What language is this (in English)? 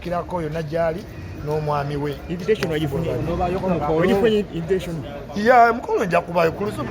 Ganda